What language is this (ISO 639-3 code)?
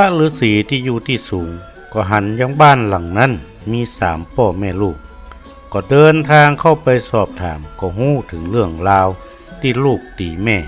nod